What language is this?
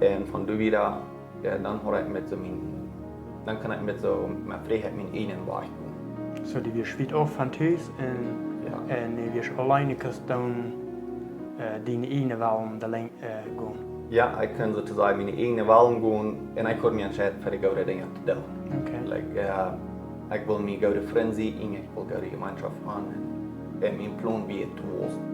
Plautdietsch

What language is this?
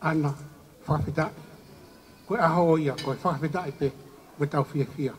Tongan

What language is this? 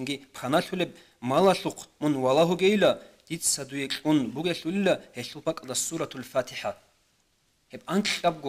Avaric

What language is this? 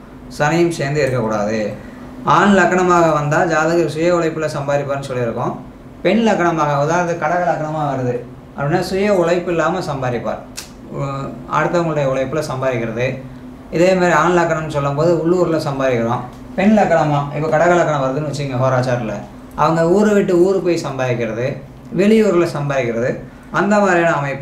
Tamil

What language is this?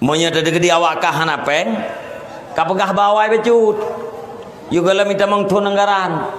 Achinese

